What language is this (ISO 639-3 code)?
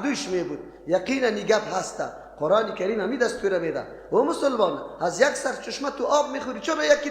fas